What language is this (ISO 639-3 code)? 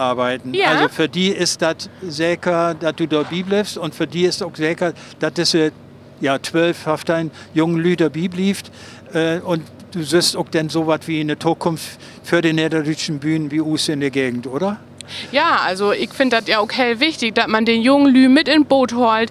nds